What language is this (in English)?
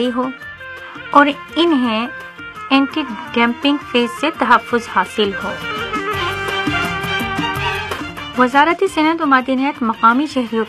Urdu